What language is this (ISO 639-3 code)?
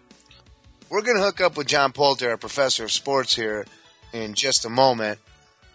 eng